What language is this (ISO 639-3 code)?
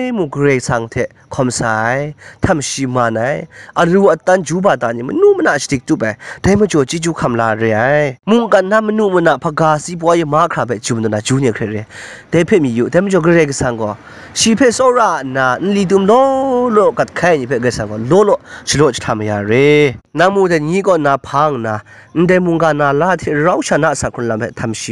kac